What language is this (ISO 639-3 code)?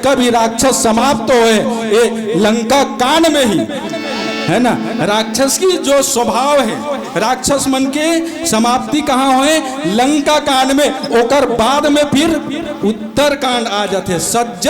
hne